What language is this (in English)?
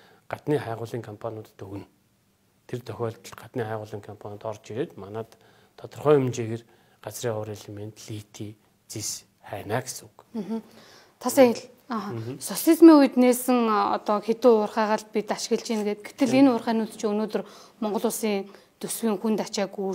Mongolian